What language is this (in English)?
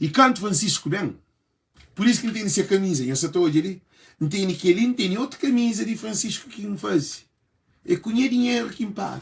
Kabuverdianu